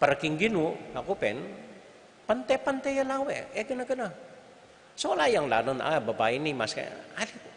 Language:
Pampanga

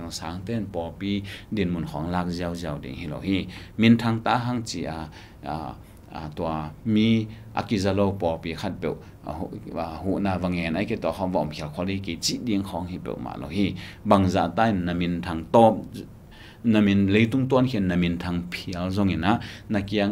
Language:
Tedim Chin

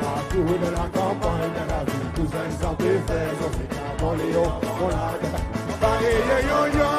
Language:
Seselwa Creole French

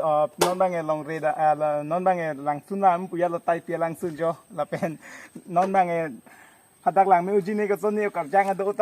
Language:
Karbi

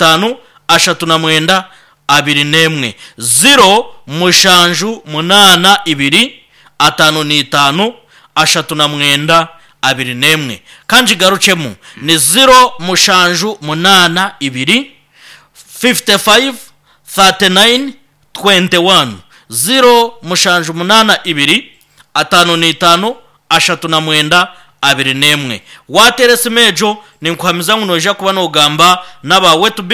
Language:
Nyankole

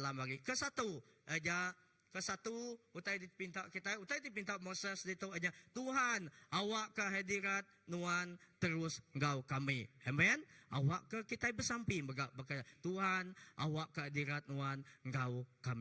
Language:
Iban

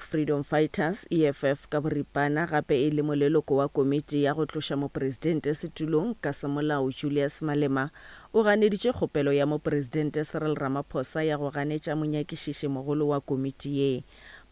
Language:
Northern Sotho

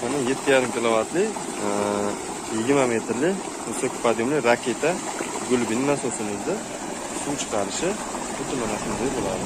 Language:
Uzbek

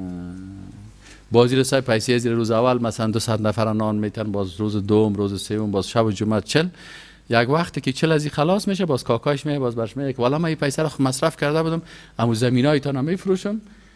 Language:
Persian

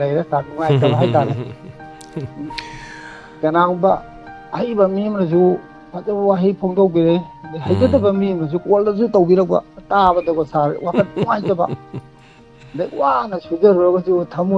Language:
Manipuri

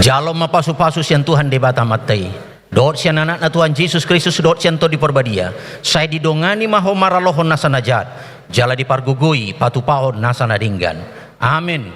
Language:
Batak Toba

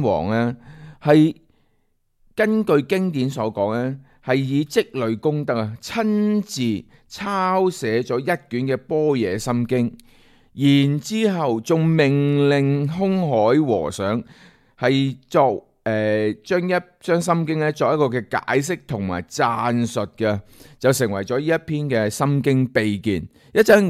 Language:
Cantonese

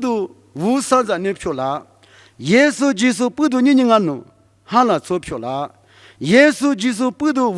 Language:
Lisu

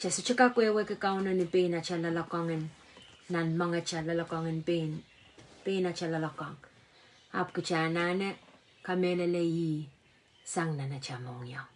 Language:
Pohnpeian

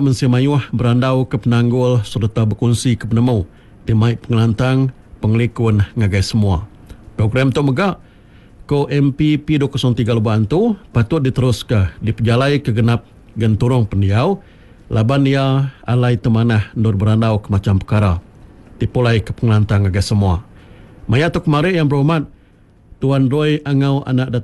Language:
Iban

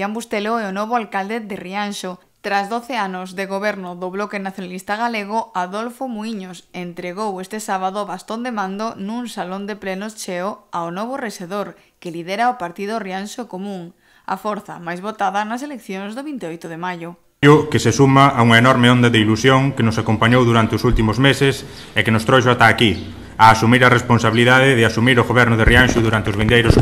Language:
Galician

